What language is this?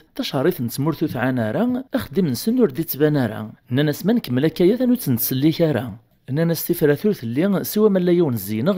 Kabyle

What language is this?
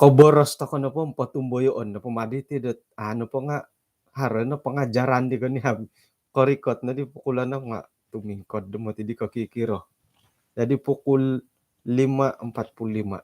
Central Dusun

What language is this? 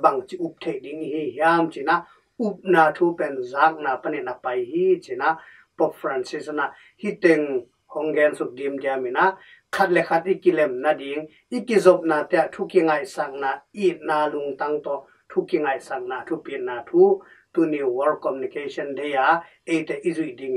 Tedim Chin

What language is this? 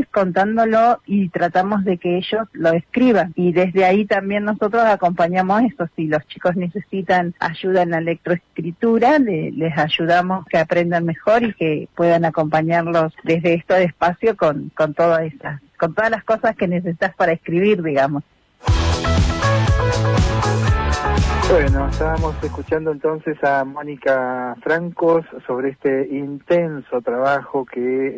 Spanish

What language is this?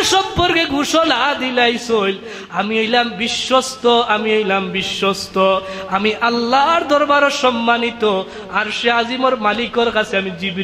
Sylheti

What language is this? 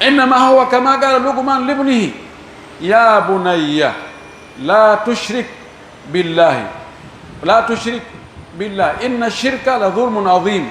Fula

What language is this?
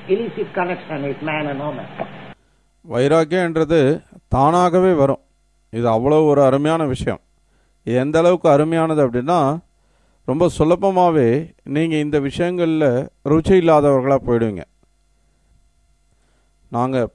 Tamil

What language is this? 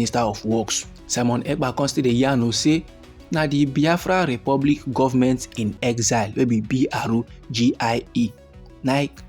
Nigerian Pidgin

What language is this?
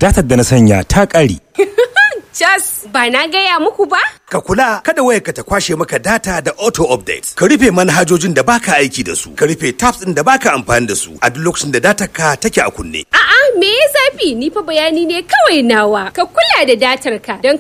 Hausa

